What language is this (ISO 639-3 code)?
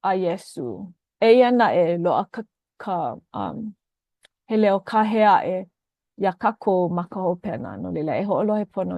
haw